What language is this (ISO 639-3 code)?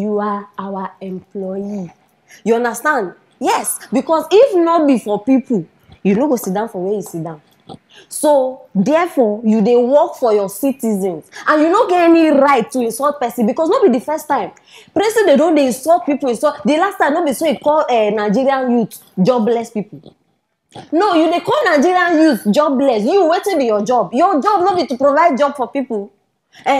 pcm